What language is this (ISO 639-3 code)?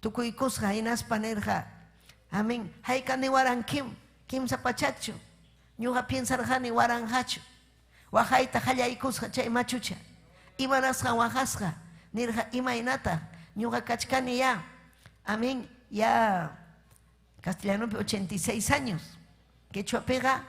quy